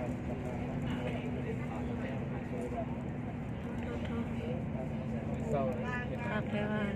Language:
Lao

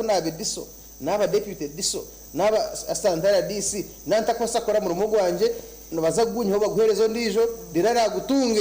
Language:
Nyankole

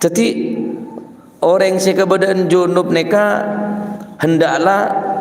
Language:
Madurese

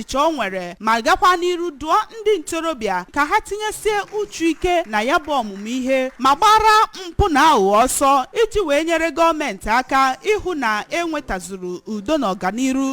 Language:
Igbo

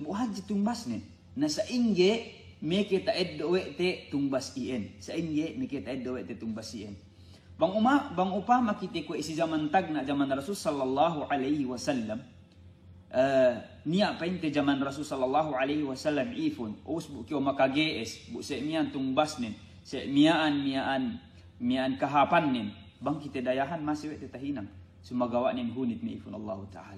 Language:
Yakan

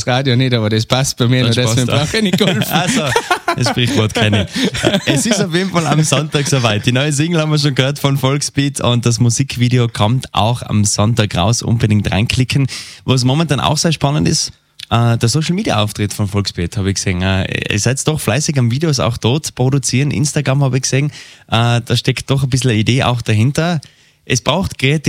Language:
German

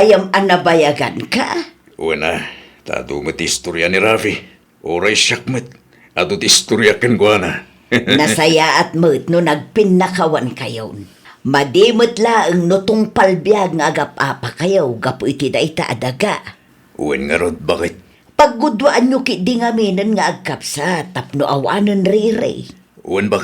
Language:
Iloko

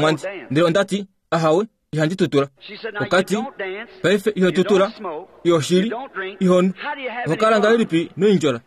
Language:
Kuanyama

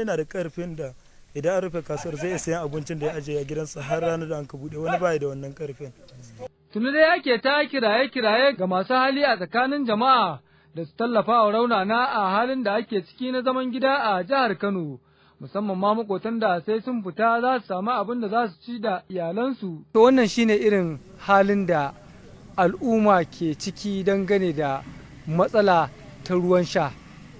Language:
Hausa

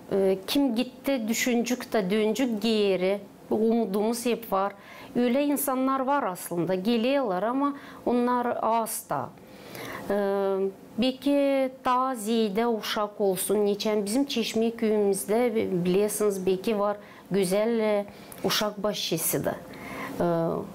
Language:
Gagauz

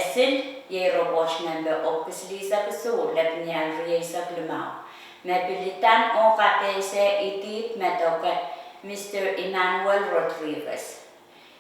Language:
Pohnpeian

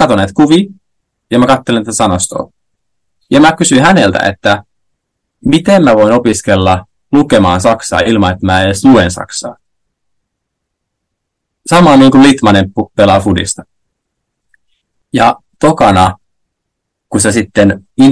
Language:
Finnish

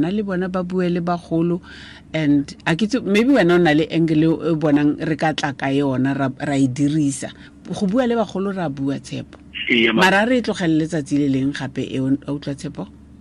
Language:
Tswana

